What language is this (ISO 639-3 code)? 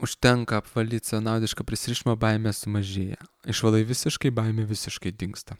lit